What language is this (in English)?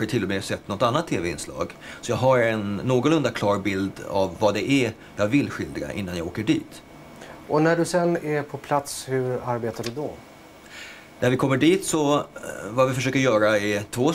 Swedish